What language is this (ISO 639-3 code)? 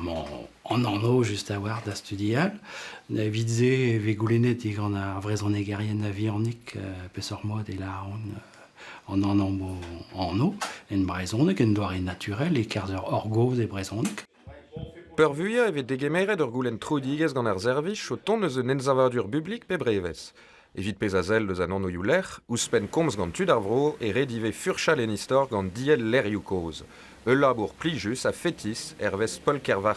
bre